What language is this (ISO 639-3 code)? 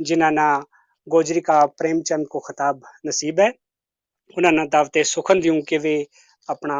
gju